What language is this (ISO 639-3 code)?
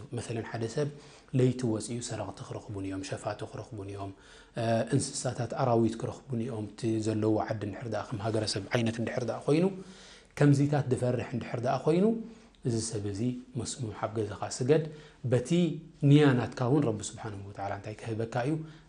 tir